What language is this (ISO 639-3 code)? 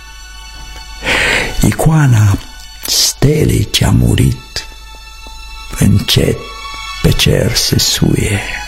ron